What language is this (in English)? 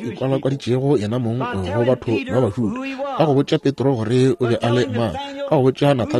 Northern Sotho